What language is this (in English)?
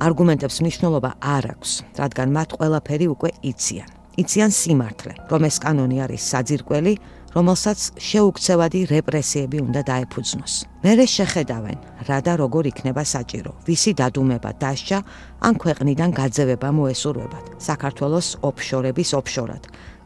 Georgian